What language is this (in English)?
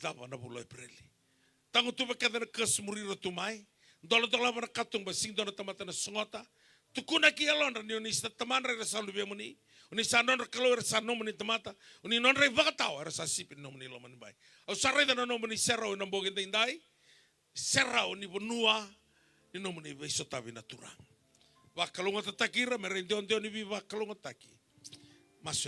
Fijian